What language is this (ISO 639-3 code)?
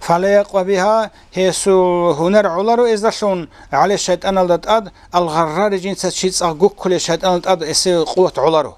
ava